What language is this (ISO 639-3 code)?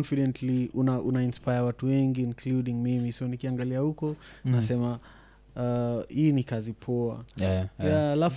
swa